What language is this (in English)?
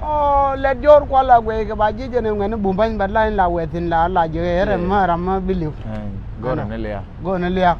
Nuer